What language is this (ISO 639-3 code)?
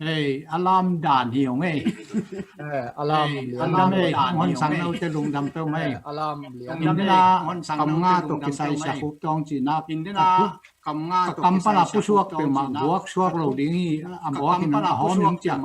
ctd